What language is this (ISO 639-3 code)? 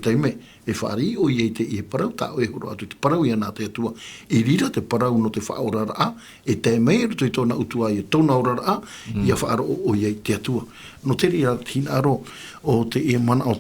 tah